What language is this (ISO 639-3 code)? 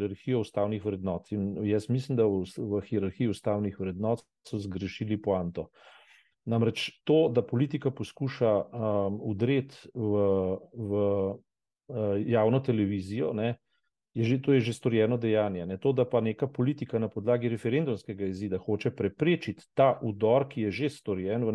slv